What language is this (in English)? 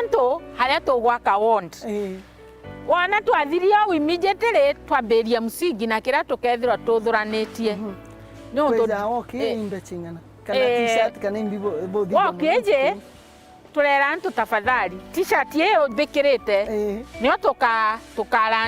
Meru